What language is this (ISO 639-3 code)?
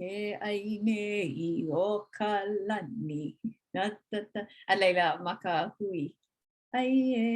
haw